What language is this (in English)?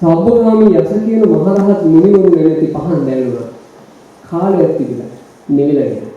Sinhala